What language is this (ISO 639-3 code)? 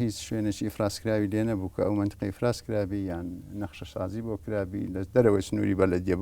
ckb